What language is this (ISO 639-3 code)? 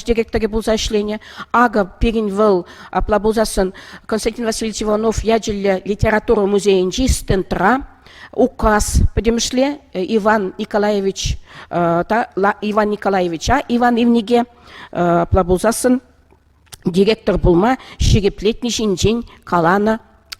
chv